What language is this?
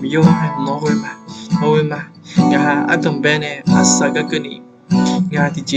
Akha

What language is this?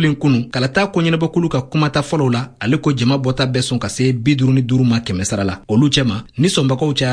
Bambara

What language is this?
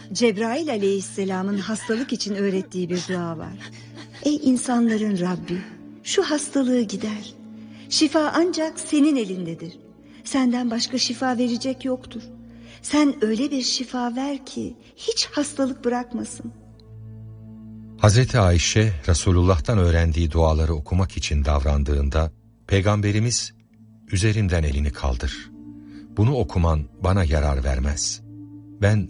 Turkish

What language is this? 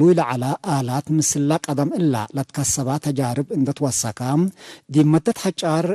Tigre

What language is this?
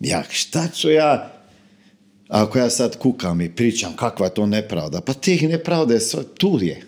Croatian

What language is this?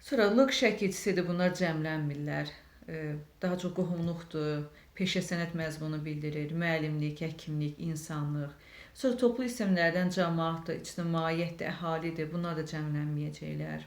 Azerbaijani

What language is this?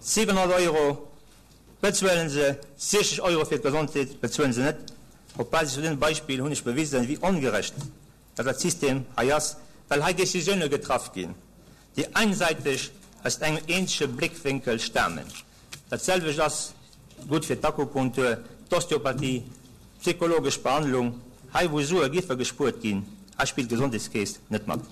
Luxembourgish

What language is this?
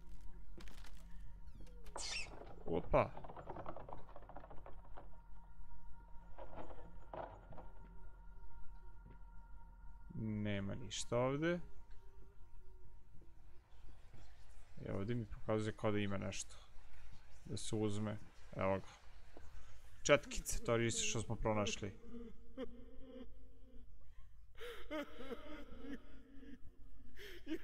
Croatian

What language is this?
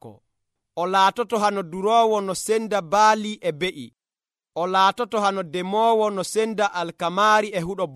Nigerian Fulfulde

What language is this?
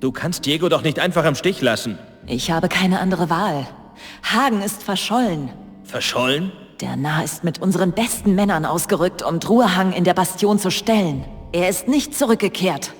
Bavarian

